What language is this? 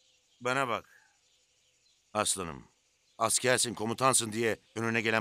Turkish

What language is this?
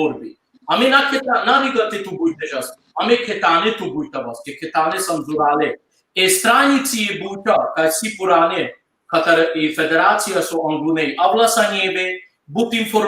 Balkan Romani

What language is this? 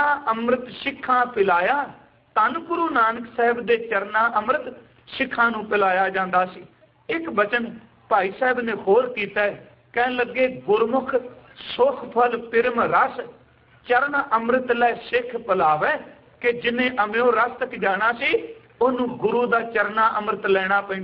Punjabi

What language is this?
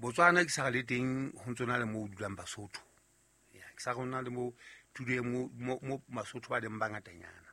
Southern Sotho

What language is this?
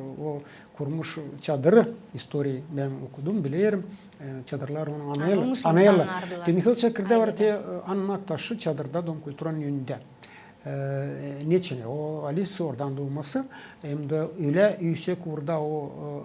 Gagauz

